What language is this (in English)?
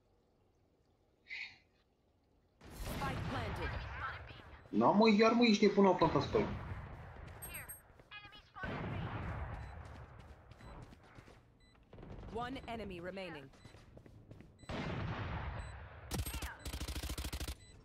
Romanian